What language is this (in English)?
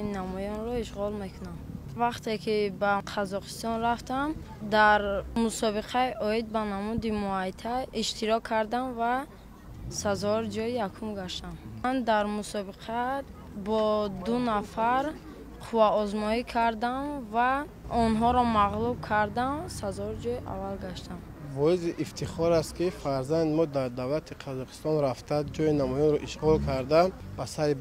Tajik